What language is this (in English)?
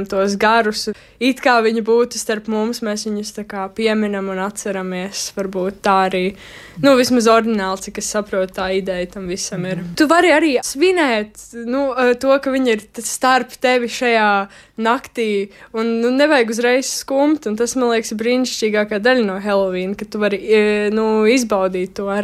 Latvian